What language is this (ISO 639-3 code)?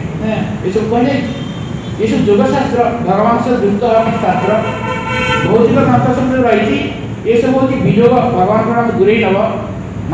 ori